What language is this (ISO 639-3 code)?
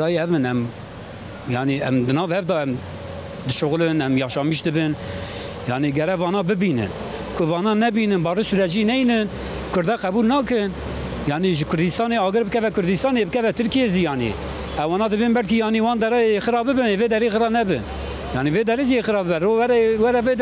kur